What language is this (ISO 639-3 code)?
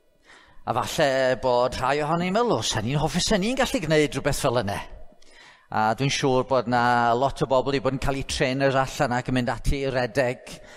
cym